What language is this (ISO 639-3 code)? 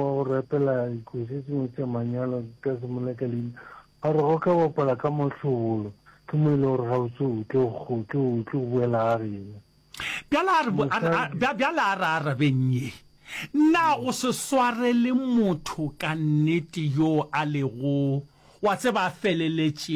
nso